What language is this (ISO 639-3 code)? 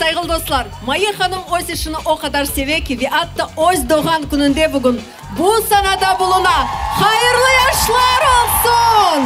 crh